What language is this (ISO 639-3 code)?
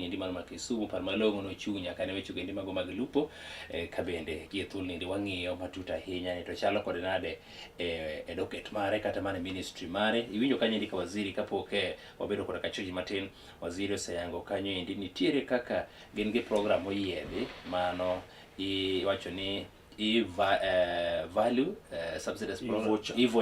luo